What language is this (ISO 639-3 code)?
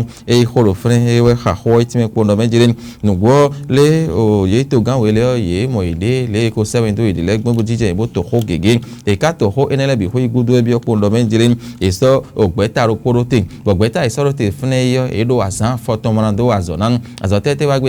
fon